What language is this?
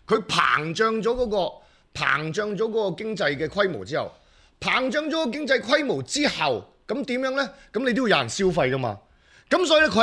Cantonese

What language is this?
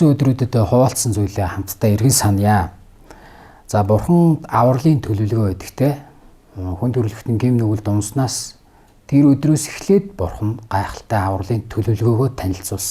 Mongolian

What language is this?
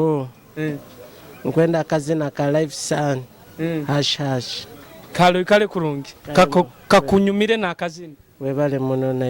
Nyoro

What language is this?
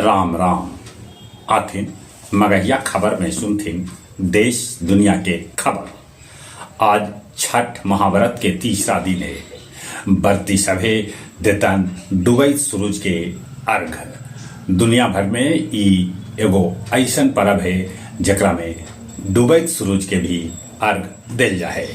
Magahi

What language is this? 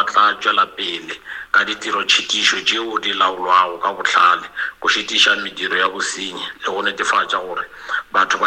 Northern Sotho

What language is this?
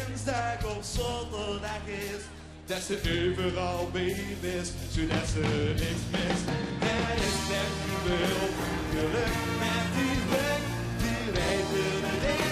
Limburgish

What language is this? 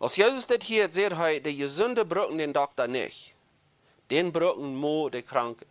Plautdietsch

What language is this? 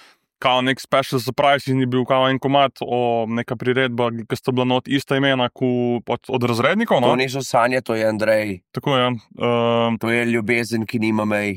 Slovenian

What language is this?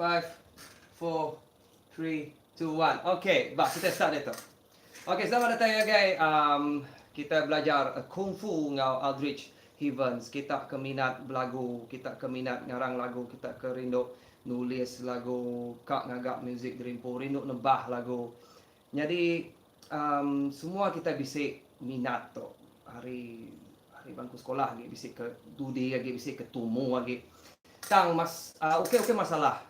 Iban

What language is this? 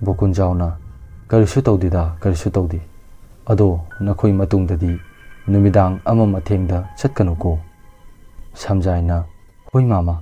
Manipuri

